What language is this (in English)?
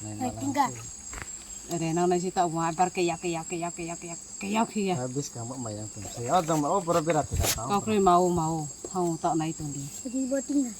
Riang (India)